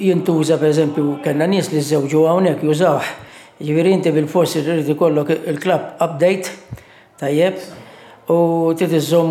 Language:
Maltese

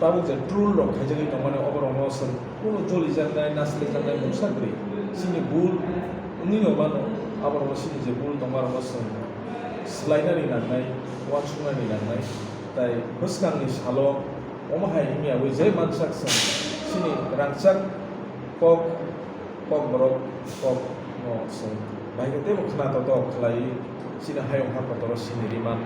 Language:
Kok Borok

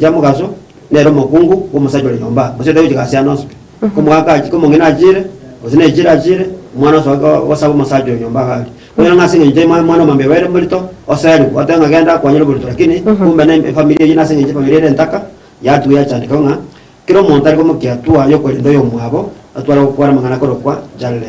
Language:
Gusii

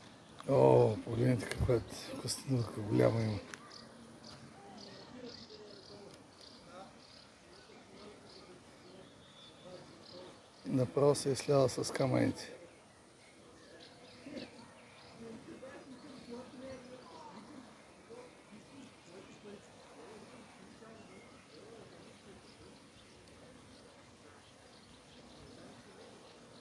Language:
Bulgarian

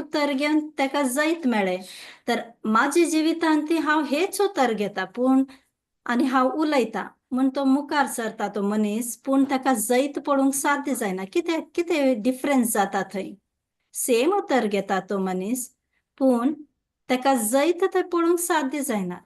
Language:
Konkani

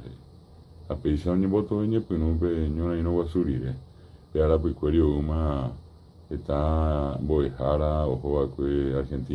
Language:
Guarani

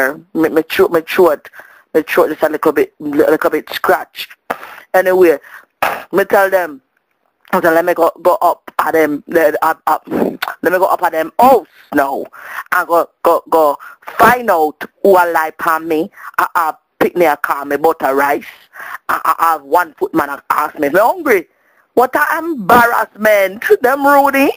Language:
Jamaican Creole English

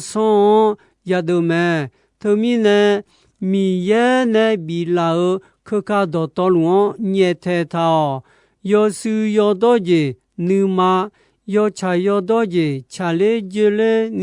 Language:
Akha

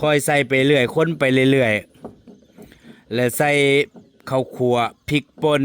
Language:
Northeastern Thai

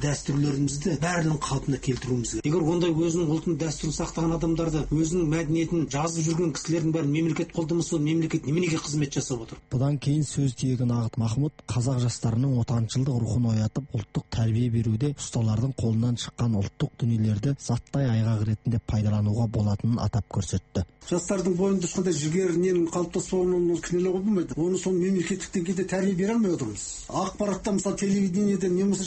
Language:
Kazakh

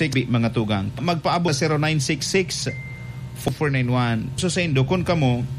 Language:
Bikol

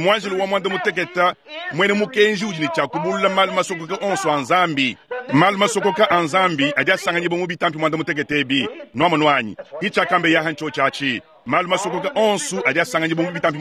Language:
Luba-Lulua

